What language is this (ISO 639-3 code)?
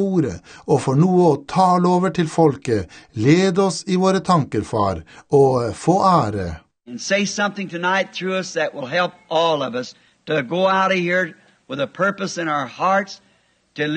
nor